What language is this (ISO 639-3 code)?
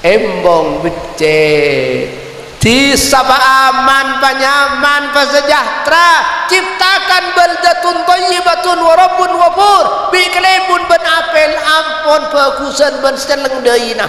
mad